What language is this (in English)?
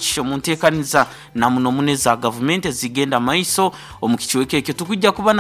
Nyoro